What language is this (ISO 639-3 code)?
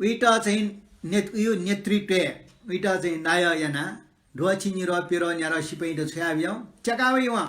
new